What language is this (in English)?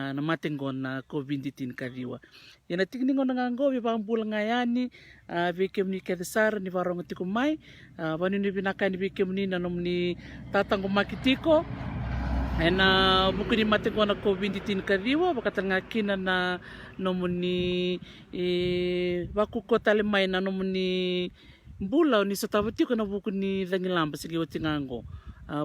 Fijian